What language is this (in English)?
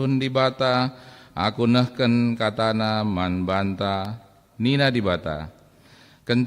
Batak Karo